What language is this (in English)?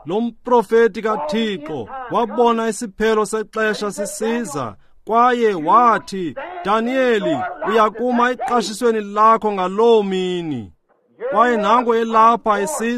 Xhosa